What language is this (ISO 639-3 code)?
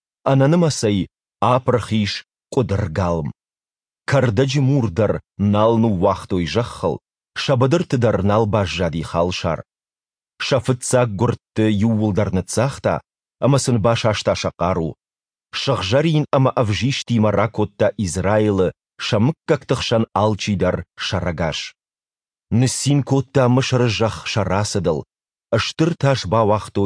oss